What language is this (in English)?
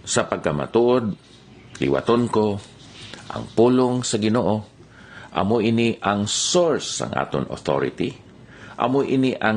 Hiligaynon